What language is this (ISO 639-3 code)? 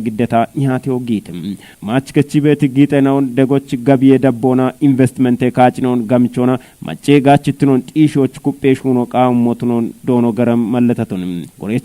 kbr